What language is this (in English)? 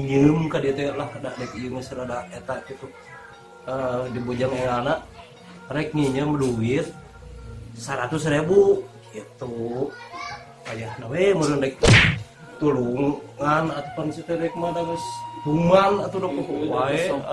Sundanese